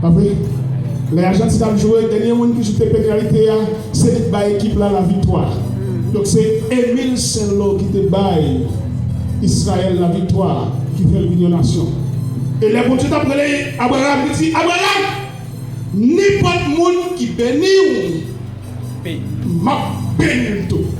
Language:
Haitian Creole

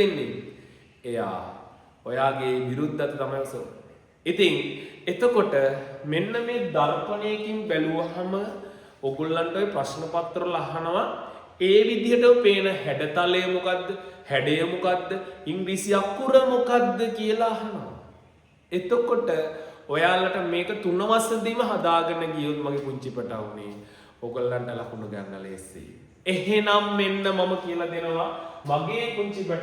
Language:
Sinhala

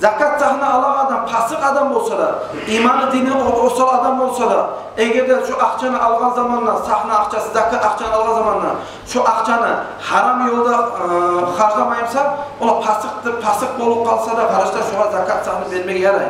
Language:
Kumyk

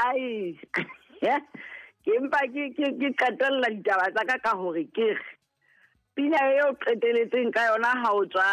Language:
Southern Sotho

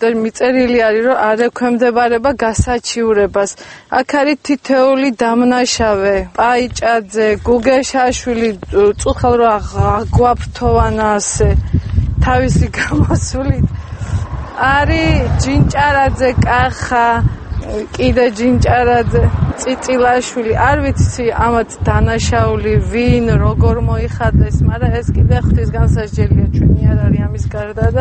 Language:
Georgian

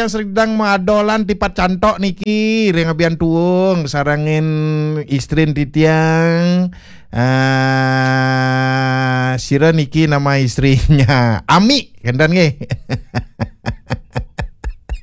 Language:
Balinese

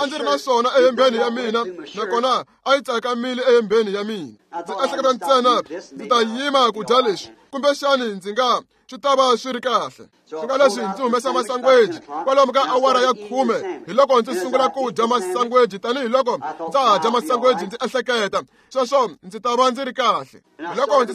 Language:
Tsonga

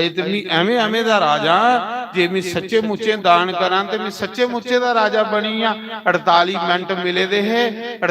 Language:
Dogri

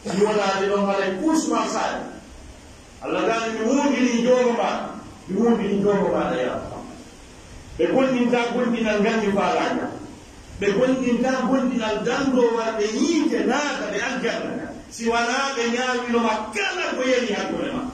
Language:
Pular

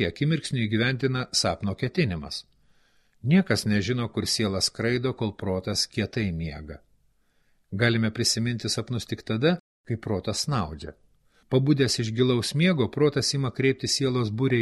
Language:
Lithuanian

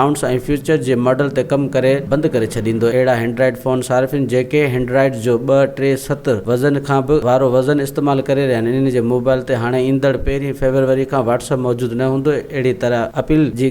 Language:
Sindhi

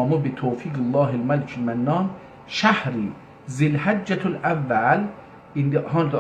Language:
South Azerbaijani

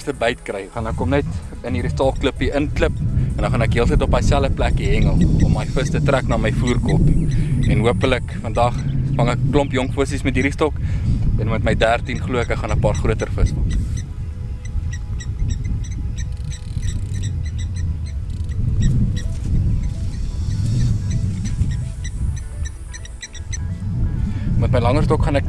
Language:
Afrikaans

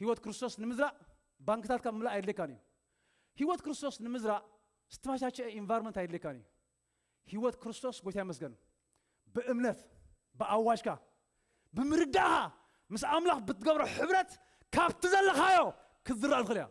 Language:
Tigrinya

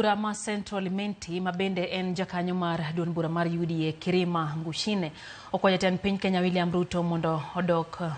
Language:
Luo (Kenya and Tanzania)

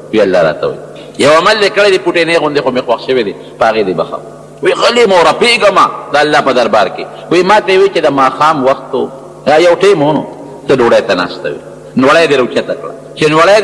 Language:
Pashto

